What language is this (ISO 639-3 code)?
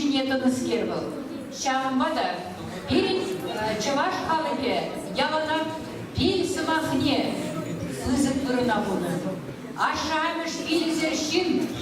chv